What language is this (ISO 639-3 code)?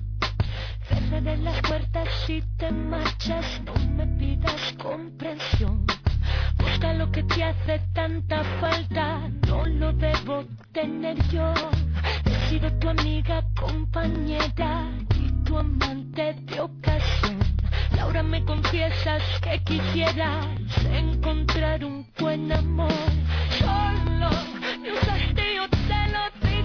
spa